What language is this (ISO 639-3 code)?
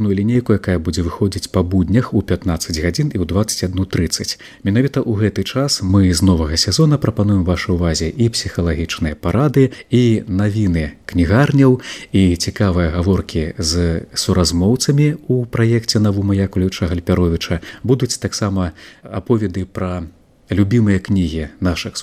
bel